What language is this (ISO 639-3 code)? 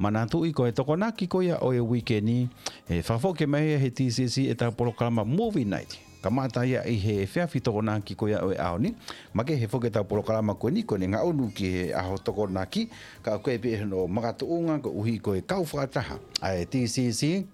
ton